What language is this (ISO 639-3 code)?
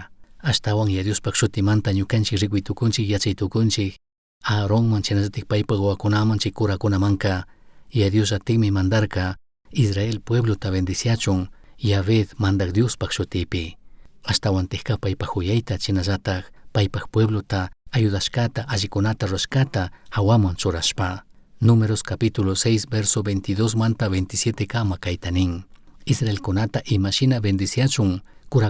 qug